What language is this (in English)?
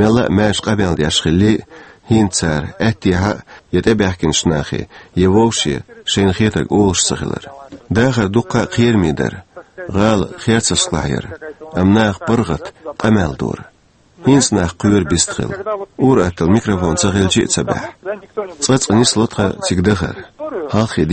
Chechen